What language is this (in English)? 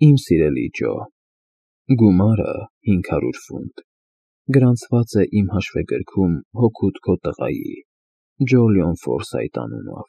Armenian